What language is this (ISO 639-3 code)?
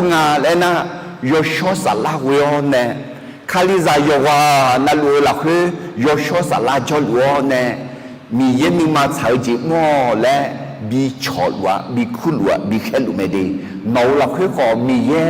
ahk